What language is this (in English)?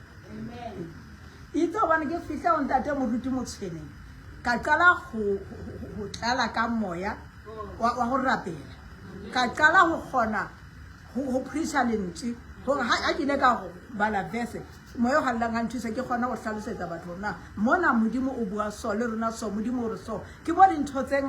Southern Sotho